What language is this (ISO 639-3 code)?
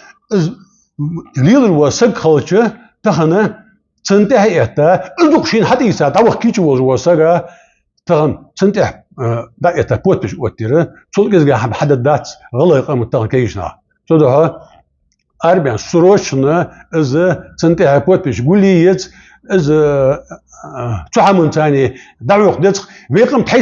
inh